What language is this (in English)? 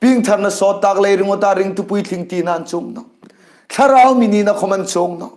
Hmar